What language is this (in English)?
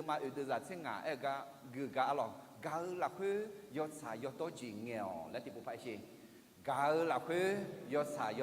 Akha